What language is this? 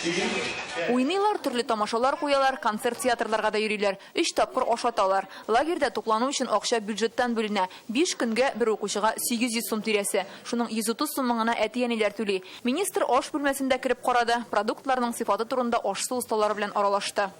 Tatar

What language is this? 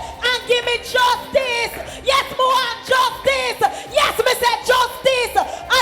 Jamaican Creole English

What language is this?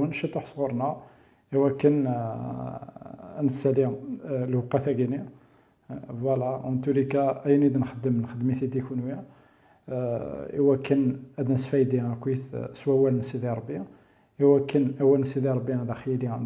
Kabyle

